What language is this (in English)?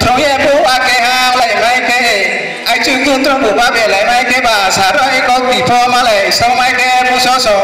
Riang (India)